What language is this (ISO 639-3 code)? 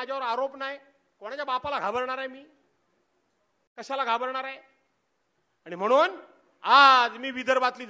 mar